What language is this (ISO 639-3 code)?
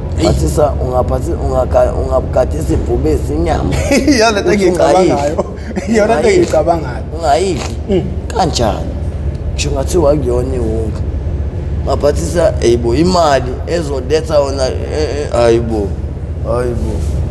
zul